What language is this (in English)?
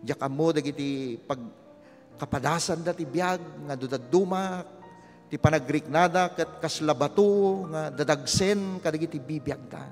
Iloko